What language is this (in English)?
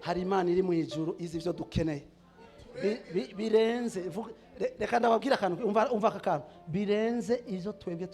Rundi